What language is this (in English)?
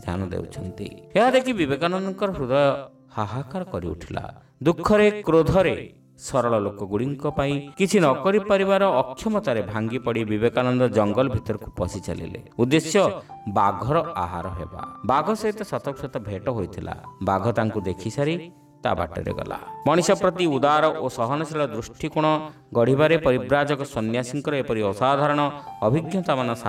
Odia